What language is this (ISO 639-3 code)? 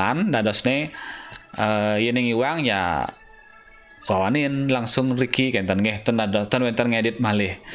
ban